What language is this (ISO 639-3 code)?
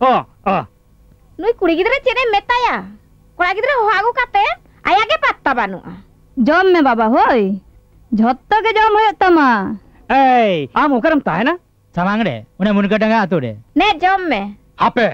sat